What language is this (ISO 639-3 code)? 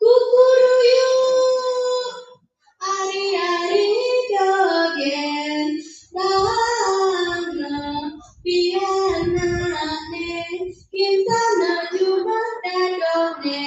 ban